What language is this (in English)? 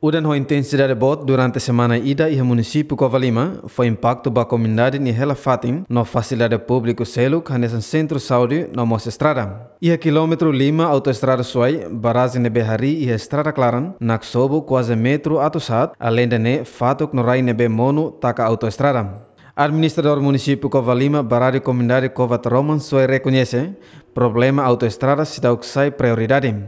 Tetum